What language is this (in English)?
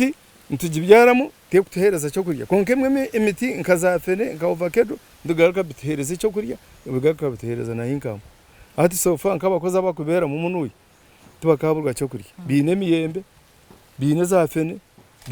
Nyankole